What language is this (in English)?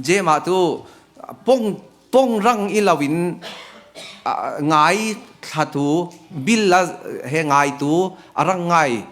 Falam Chin